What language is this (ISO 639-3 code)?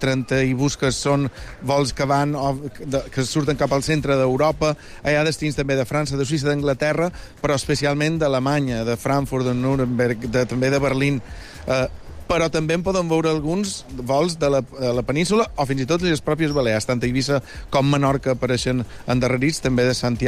cat